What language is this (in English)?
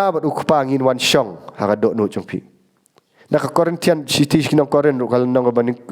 Khasi